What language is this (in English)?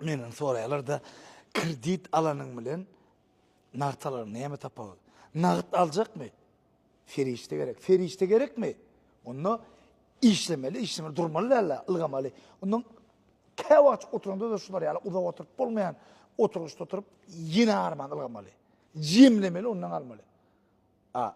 Turkmen